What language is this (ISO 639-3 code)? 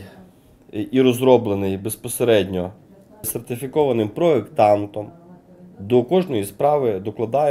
ukr